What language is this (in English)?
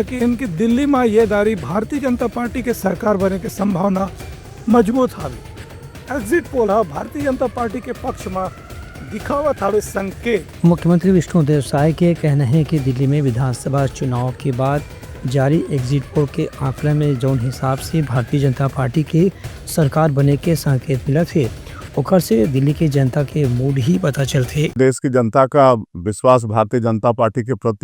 Chhattisgarhi